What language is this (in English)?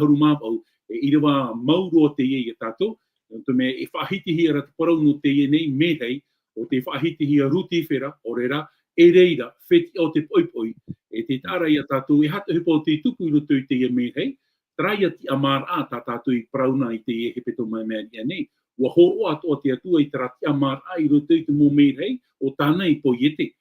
Tahitian